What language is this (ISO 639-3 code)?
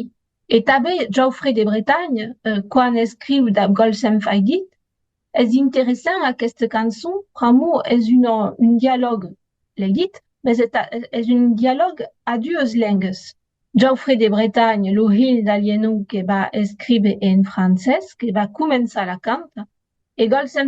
oci